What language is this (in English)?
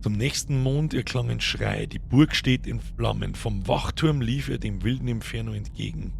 Bavarian